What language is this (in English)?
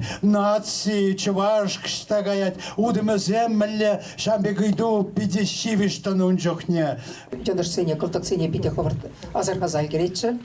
Chuvash